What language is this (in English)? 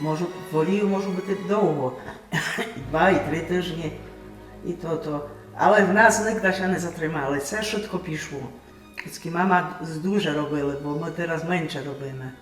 Rusyn